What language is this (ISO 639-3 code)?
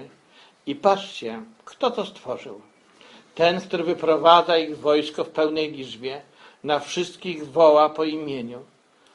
pol